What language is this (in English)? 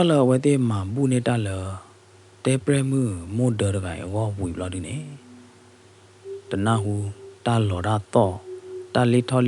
S'gaw Karen